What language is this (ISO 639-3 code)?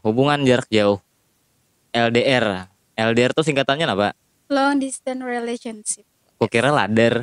bjn